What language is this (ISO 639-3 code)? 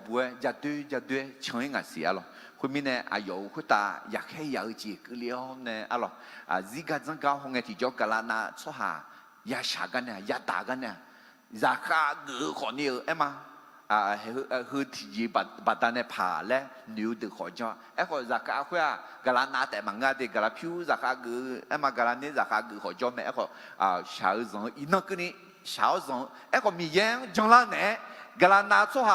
ahk